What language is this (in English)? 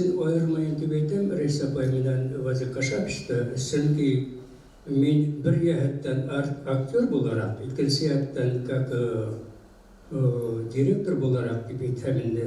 Bashkir